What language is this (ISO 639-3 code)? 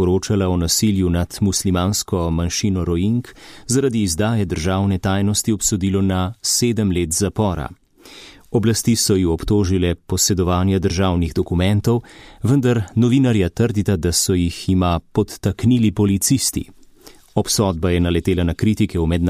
slv